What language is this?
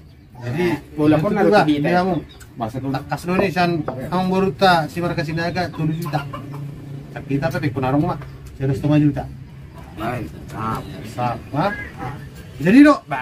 Batak Toba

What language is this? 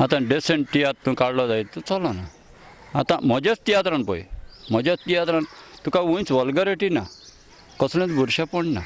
Konkani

